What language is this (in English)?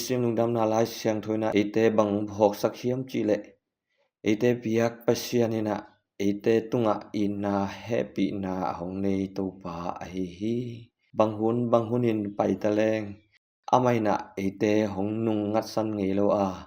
Tedim Chin